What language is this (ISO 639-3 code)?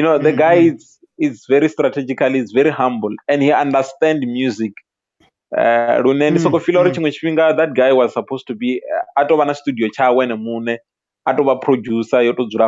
ven